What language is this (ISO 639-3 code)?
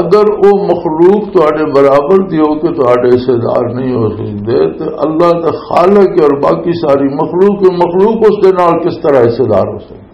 lah